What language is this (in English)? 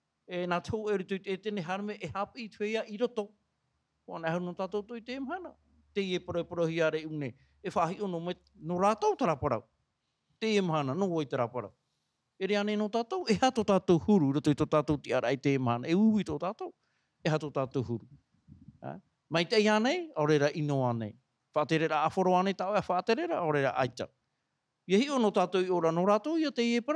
Tahitian